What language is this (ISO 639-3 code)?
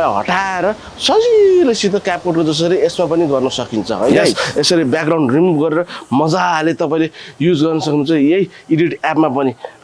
nep